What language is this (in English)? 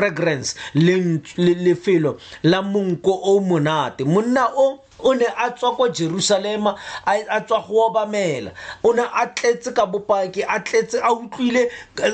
Tswana